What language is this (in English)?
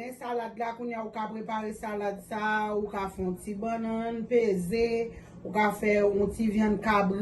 Haitian Creole